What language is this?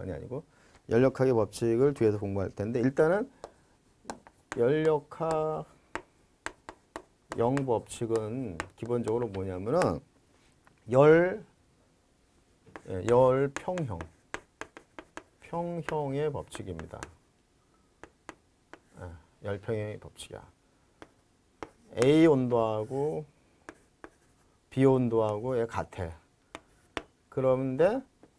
Korean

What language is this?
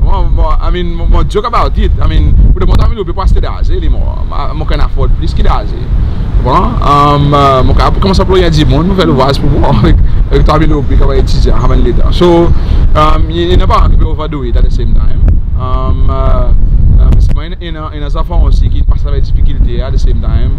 Seselwa Creole French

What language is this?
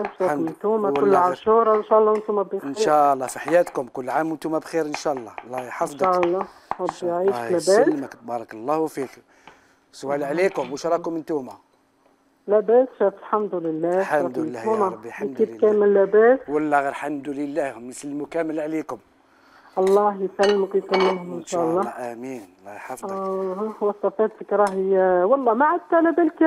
Algerian Arabic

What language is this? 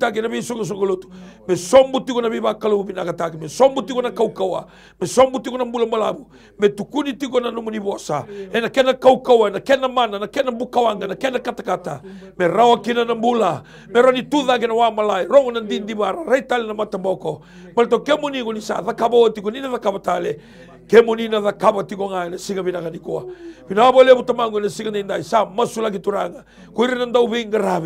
Fijian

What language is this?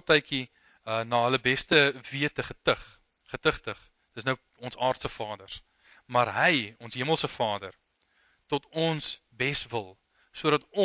Afrikaans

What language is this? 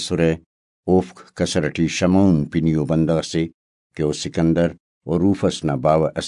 Brahui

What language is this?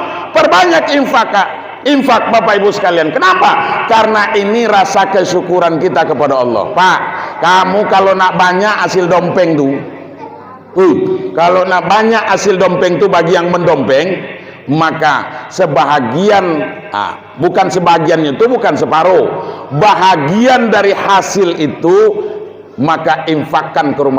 Minangkabau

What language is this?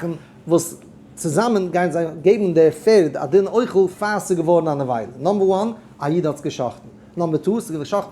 Yiddish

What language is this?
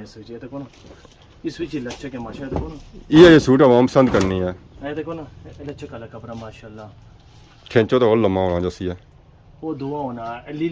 Pahari-Potwari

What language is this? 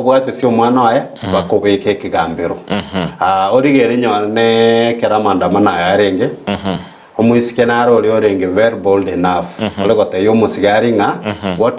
Gusii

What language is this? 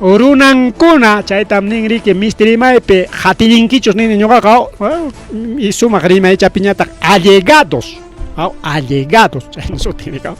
Ayacucho Quechua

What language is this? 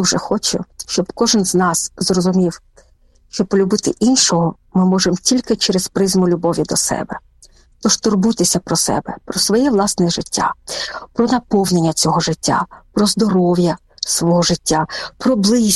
Ukrainian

